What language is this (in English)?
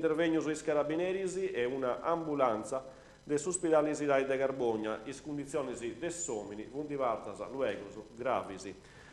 Sardinian